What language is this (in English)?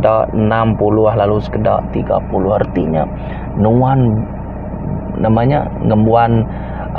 Iban